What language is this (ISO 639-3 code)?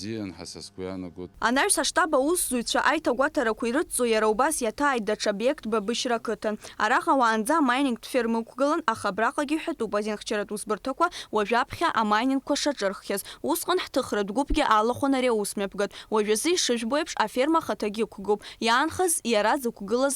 abk